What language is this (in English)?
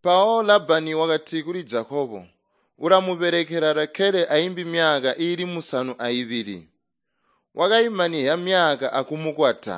Tonga (Zambia)